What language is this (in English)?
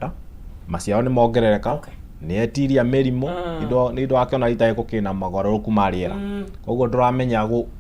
Kikuyu